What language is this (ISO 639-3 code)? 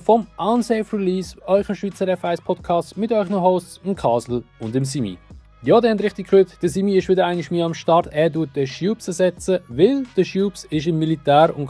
gsw